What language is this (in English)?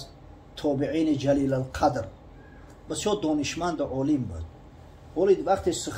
Tajik